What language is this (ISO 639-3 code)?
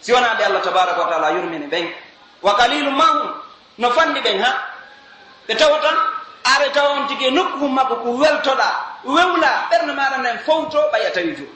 fuf